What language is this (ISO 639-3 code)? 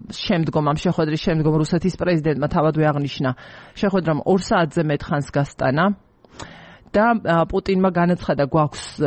kat